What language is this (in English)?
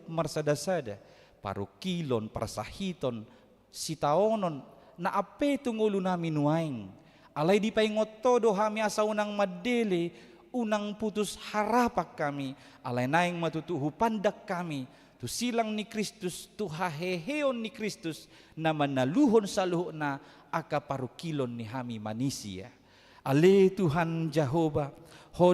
Batak Toba